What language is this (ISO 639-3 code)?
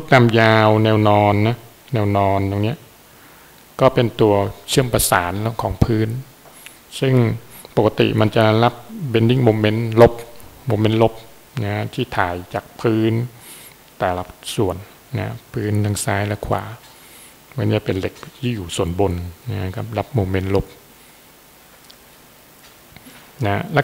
tha